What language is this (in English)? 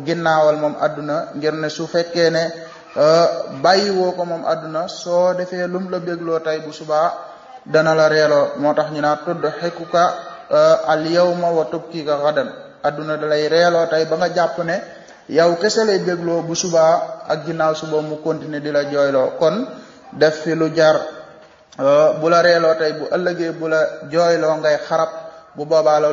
Wolof